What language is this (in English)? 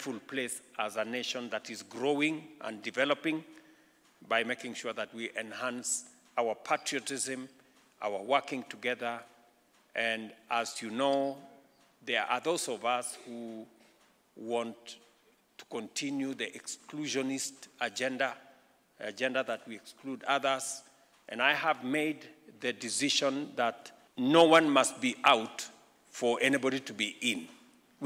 Kamba